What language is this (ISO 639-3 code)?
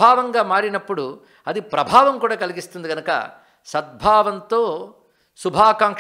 tel